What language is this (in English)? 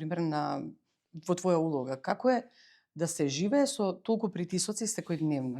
Macedonian